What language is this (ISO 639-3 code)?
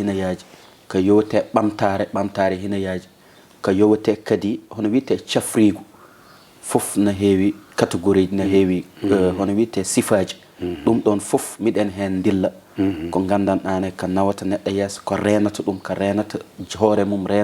ful